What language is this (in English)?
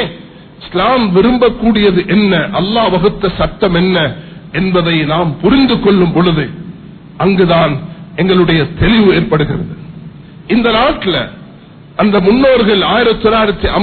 Tamil